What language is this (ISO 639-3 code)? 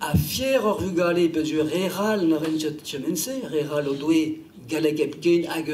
bre